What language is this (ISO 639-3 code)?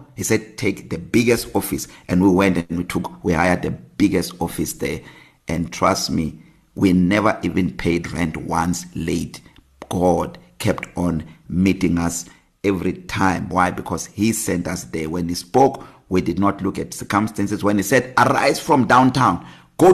eng